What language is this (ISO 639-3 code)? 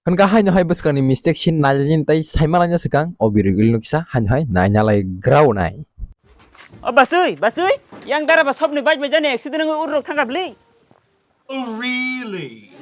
trp